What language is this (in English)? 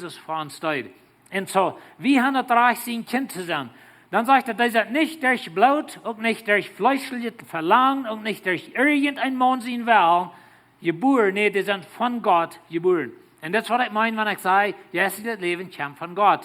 Plautdietsch